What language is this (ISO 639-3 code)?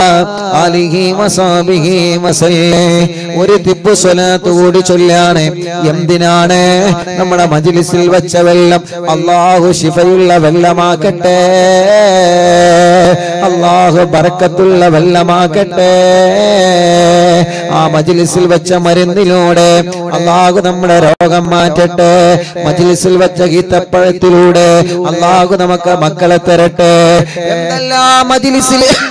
mal